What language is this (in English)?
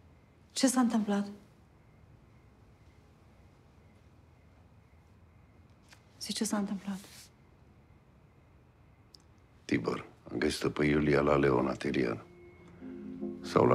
Romanian